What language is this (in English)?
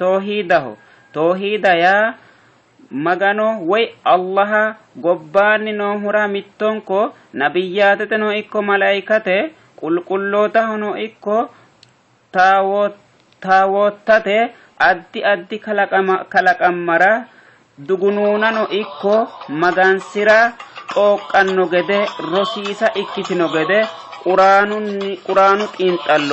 Sidamo